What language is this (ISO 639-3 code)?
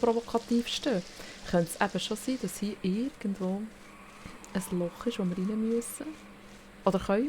gsw